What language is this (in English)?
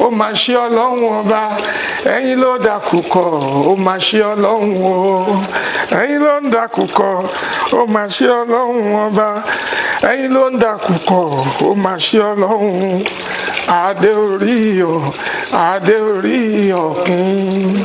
Yoruba